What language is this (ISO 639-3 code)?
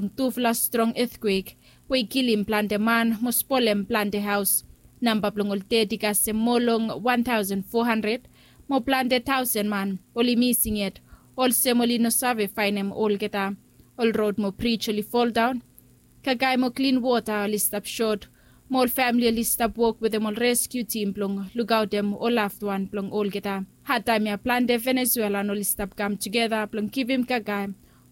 bis